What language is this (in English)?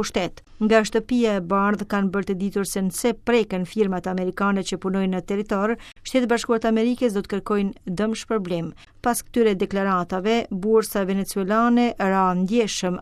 Albanian